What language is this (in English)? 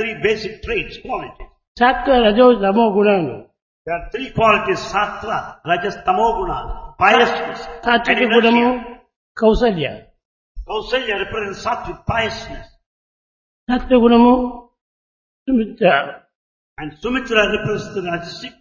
Telugu